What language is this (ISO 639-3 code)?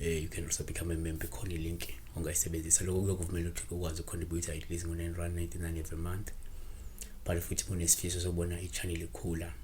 zul